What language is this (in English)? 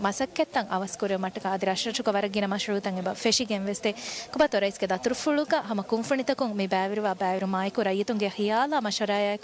Divehi